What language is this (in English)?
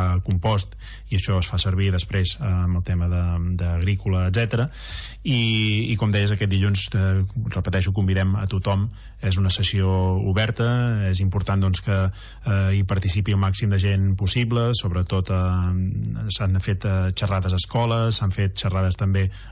Catalan